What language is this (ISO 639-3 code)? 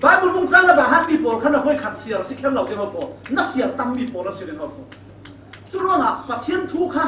cfm